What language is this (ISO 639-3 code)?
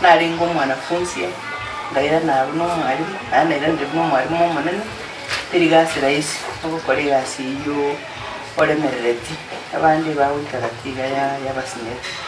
guz